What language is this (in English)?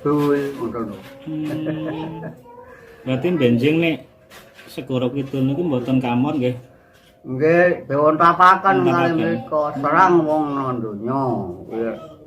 Javanese